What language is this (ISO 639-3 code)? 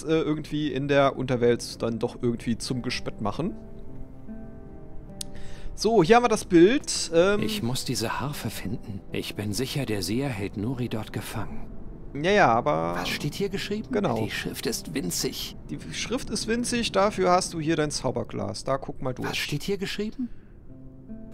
deu